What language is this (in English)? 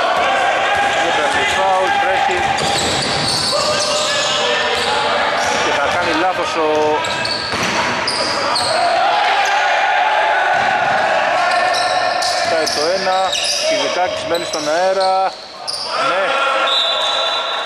Greek